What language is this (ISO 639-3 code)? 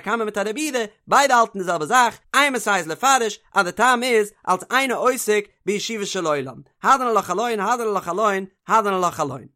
yid